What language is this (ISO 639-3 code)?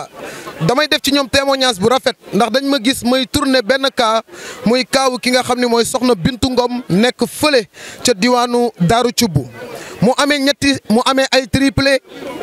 wol